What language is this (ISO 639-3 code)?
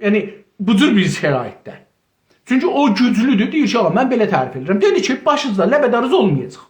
azb